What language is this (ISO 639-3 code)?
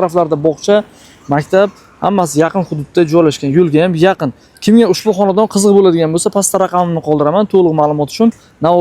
uzb